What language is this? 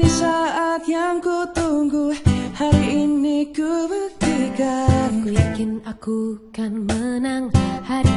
Indonesian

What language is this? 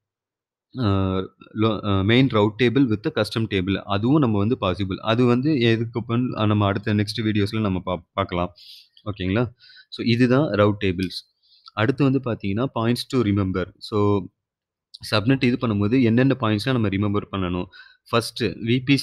Tamil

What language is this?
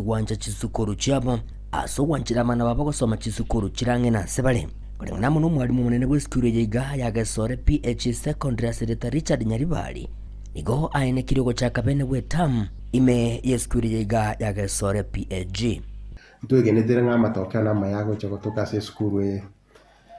Gusii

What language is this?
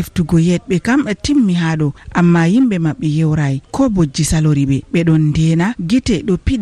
Fula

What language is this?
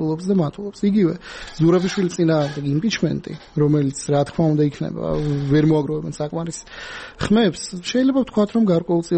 Georgian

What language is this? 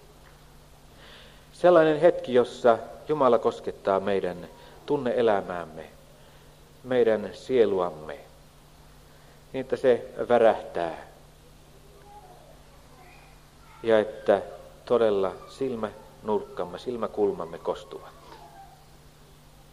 Finnish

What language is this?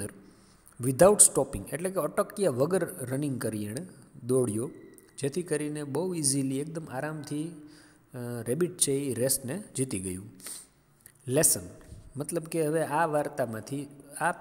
Gujarati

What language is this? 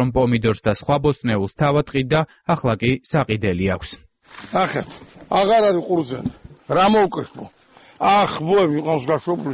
Georgian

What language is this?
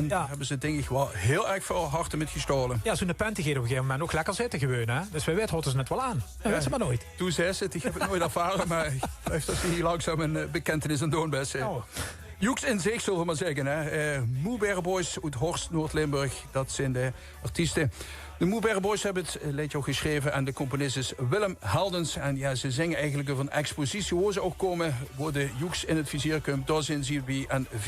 Limburgish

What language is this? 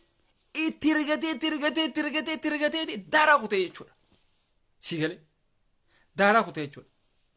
Oromo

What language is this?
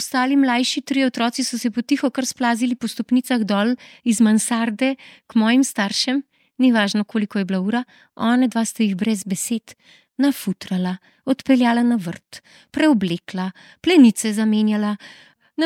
Slovenian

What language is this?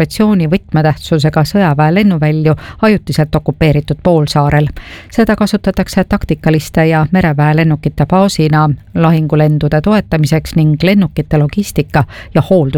Estonian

